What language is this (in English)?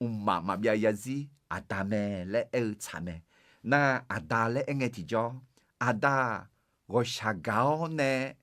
Akha